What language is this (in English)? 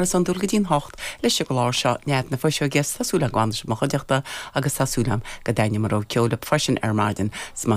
Irish